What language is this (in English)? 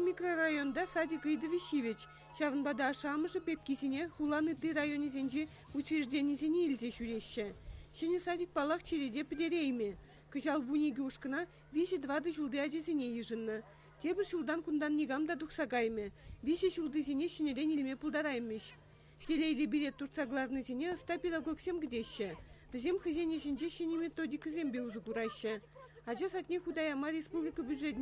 Chuvash